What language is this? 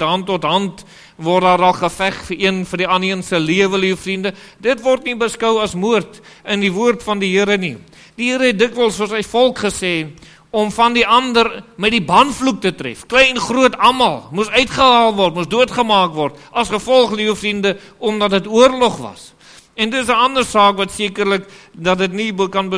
Afrikaans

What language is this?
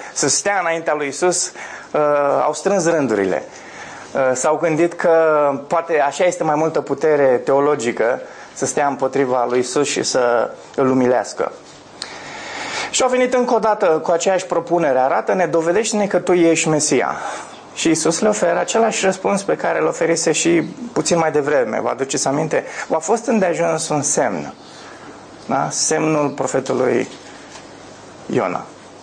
Romanian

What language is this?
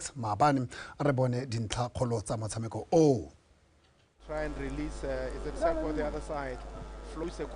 Tswana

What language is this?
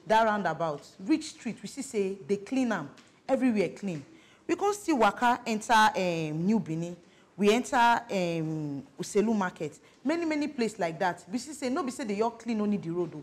Nigerian Pidgin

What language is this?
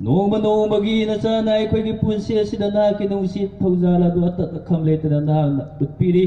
Manipuri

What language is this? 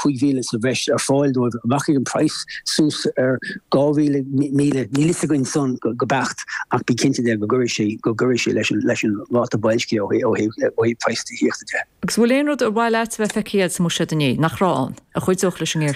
Irish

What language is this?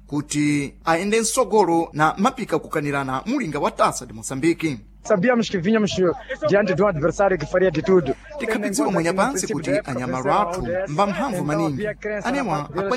Sena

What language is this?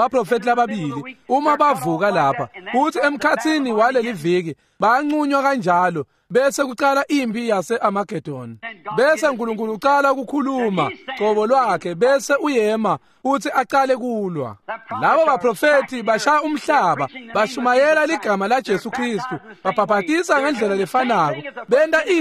Swati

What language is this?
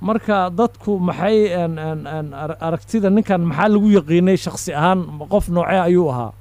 Somali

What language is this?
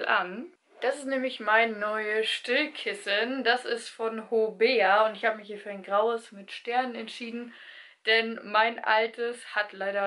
German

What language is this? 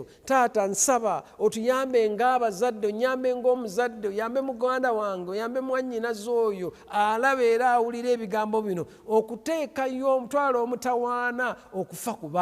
Ganda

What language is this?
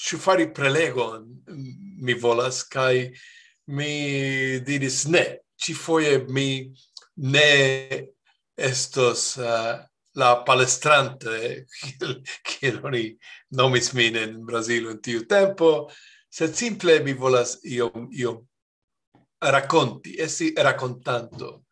Esperanto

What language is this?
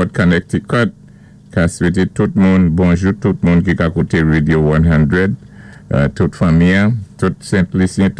Saint Lucian Creole French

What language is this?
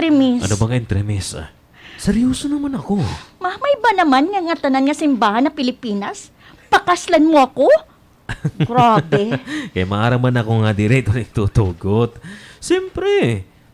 Waray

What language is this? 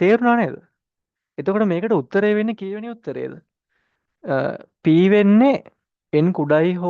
Sinhala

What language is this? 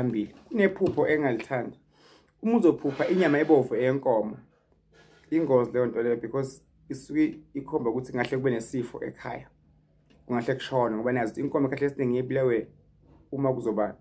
Zulu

